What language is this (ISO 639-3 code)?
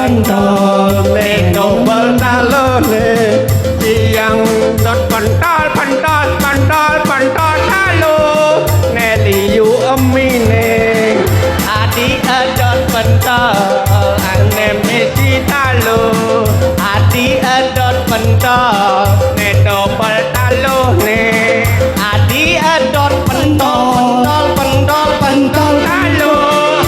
ban